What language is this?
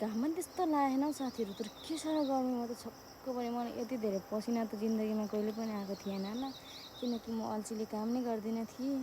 Nepali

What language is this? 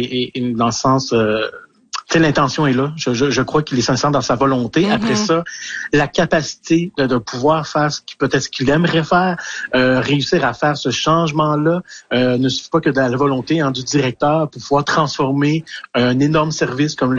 French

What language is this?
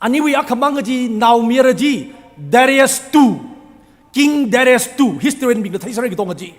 Tangkhul Naga (India)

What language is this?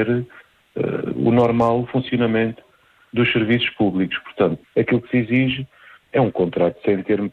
Portuguese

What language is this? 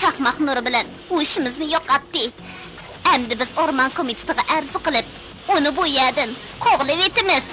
Uyghur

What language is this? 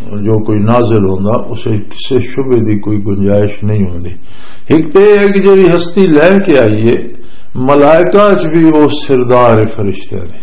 Western Panjabi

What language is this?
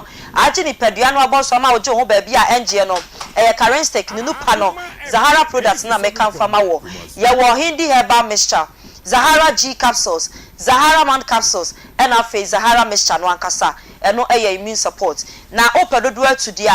Akan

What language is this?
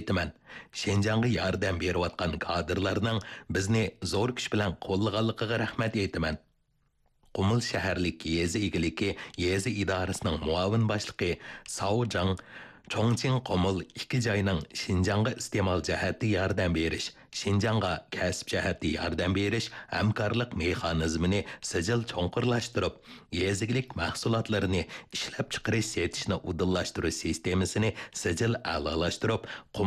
Uyghur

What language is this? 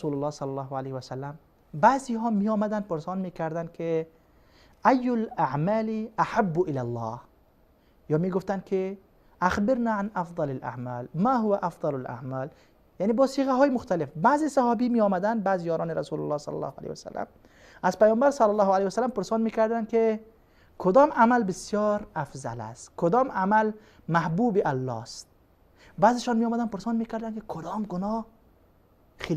Persian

